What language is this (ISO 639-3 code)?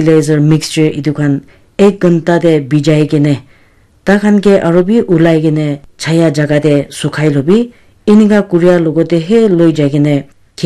nag